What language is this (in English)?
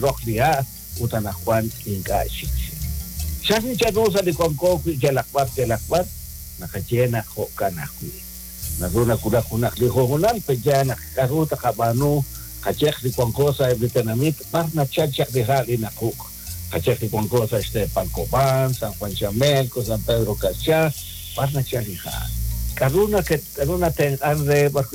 Kekchí